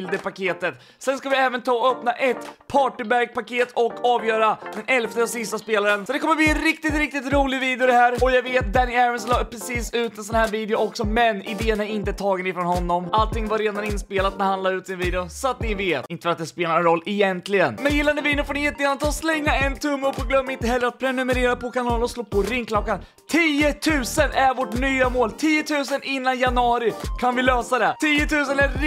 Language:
Swedish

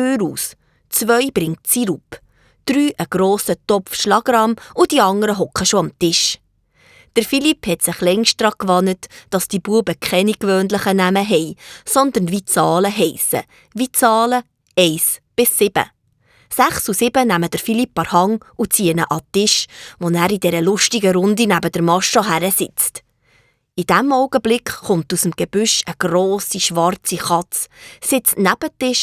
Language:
Swiss German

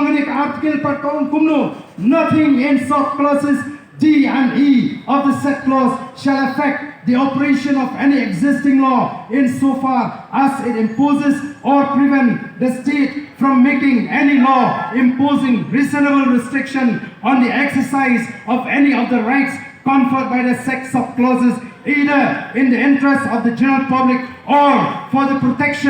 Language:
Khasi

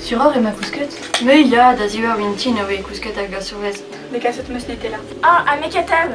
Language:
Breton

